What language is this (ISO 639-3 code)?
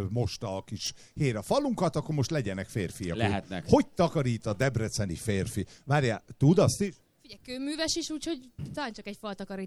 hun